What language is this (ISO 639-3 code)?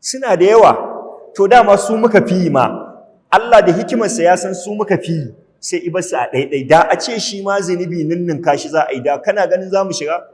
hau